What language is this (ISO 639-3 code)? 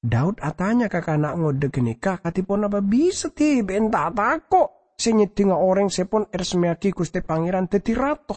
mad